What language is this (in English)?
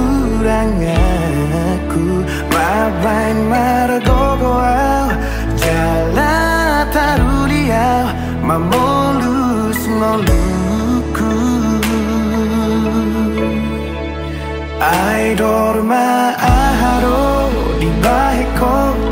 Batak Toba